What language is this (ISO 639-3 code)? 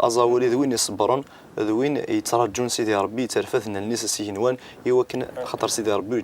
kab